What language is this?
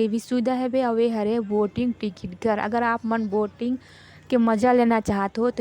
Chhattisgarhi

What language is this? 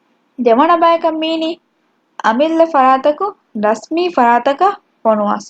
Divehi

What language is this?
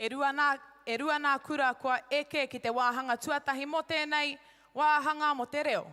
Māori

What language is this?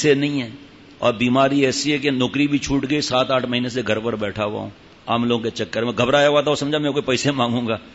Urdu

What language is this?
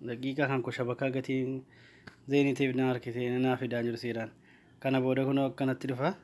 Oromo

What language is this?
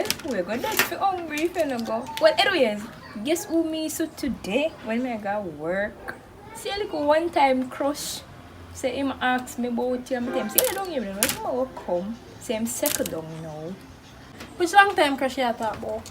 Jamaican Creole English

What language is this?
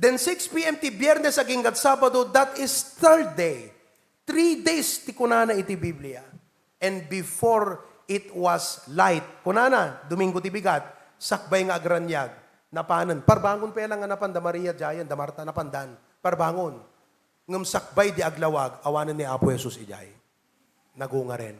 Iloko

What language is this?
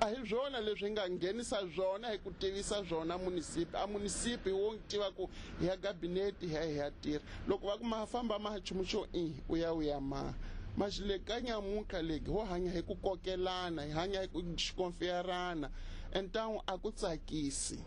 Tsonga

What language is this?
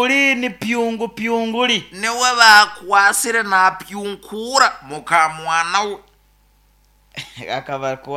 Nyoro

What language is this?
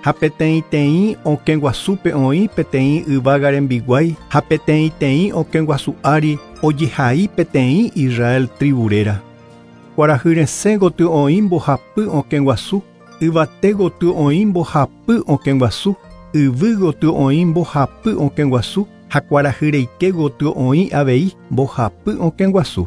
Guarani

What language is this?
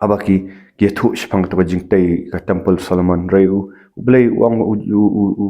Khasi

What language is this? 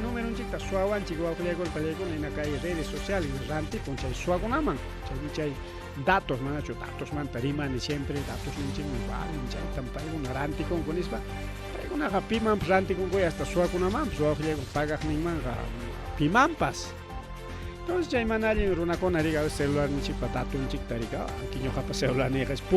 Ayacucho Quechua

